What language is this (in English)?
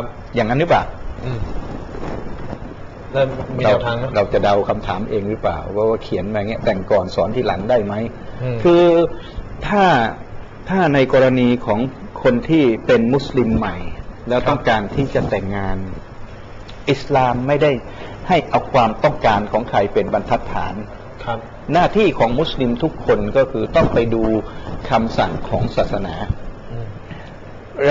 Thai